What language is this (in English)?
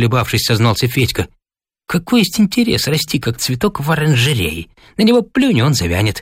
Russian